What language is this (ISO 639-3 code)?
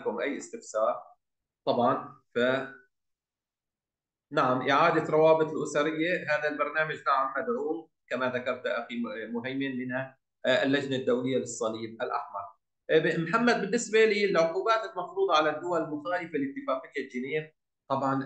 ara